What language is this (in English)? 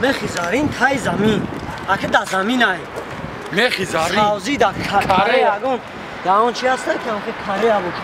Tajik